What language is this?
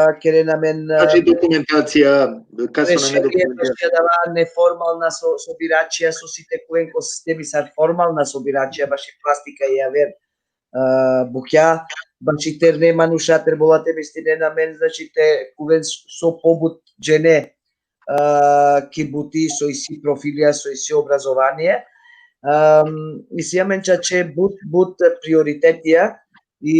Balkan Romani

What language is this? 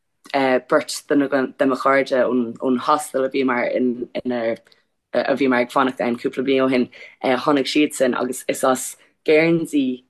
Irish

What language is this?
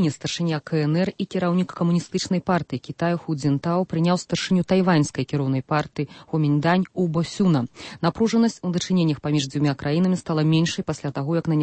Belarusian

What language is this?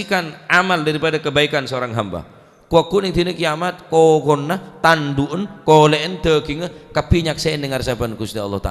Madurese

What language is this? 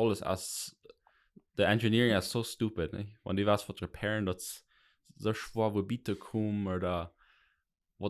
Plautdietsch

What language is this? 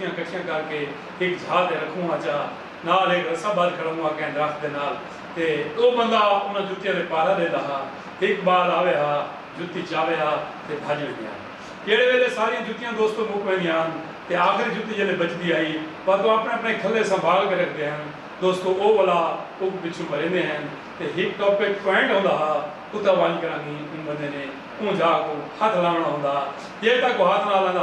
Saraiki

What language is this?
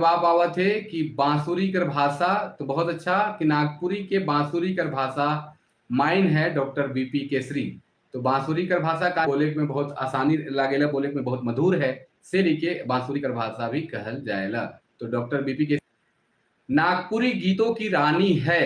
Sadri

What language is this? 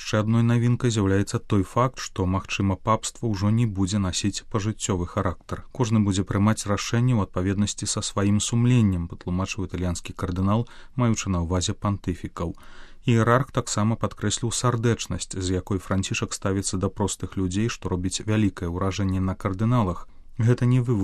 Belarusian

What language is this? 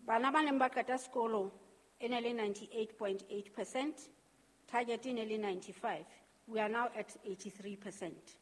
Southern Sotho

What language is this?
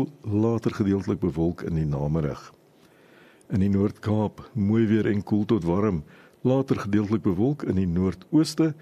Afrikaans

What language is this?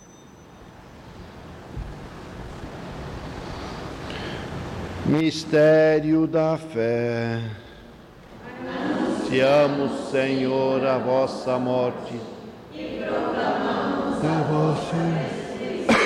Portuguese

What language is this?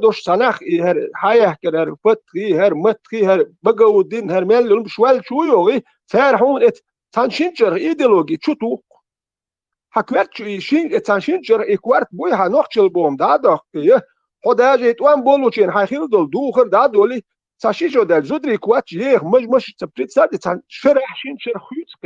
Chechen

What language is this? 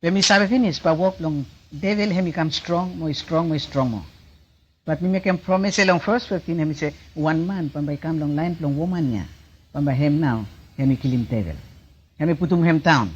Bislama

